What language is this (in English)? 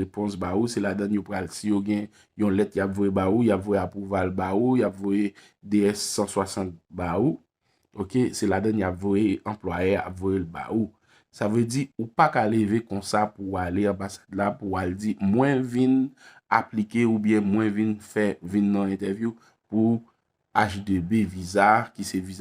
Haitian Creole